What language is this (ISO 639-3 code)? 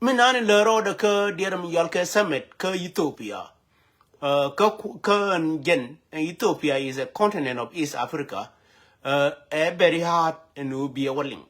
nus